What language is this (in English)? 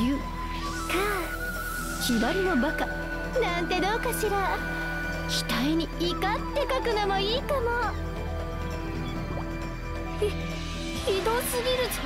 Japanese